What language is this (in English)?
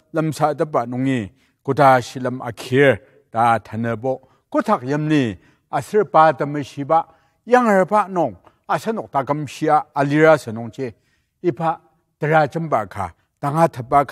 Ao Naga